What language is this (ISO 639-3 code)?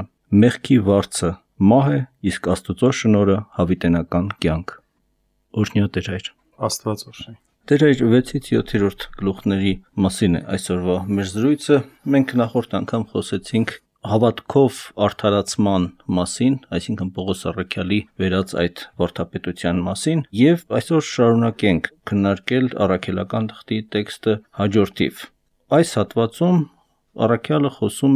hye